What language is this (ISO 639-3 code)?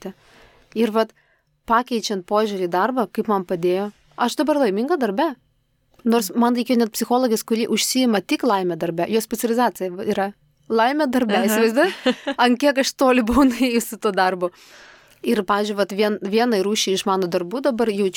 lit